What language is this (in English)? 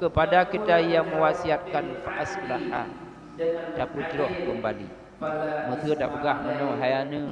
Achinese